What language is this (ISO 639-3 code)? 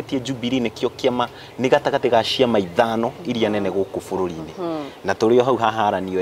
kik